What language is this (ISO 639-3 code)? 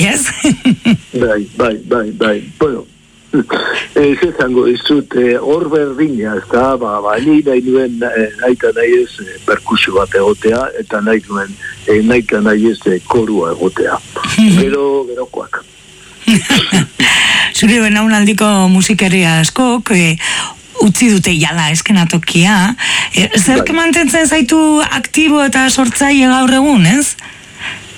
eus